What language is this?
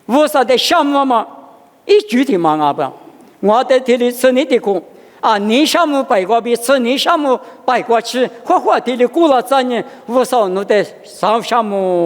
Lisu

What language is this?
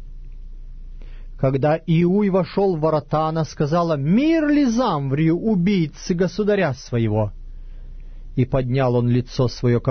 Russian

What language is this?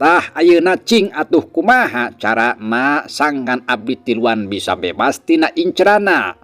Sundanese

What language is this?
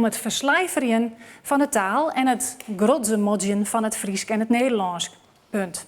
Western Frisian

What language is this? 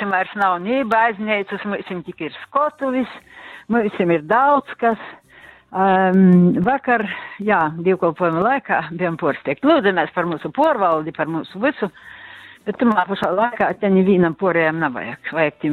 Latgalian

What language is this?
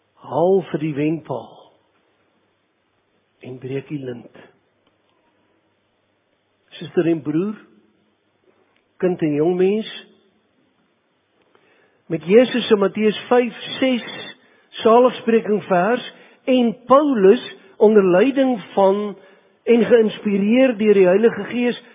Afrikaans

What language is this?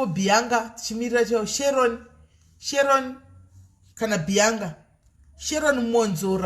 Shona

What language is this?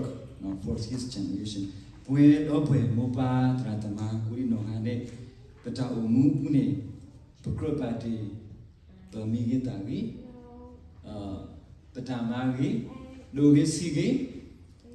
S'gaw Karen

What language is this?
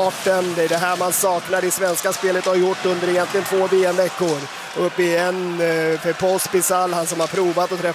Swedish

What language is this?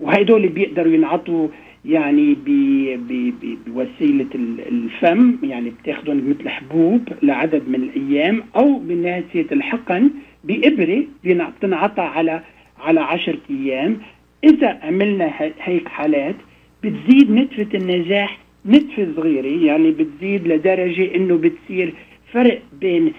North Levantine Arabic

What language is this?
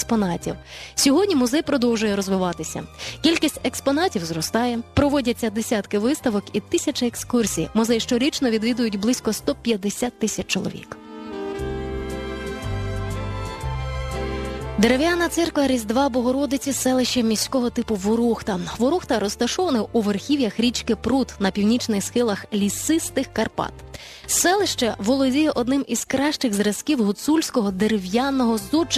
Ukrainian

